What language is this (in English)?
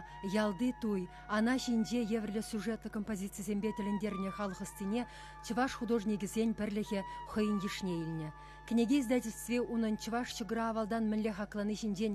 Chuvash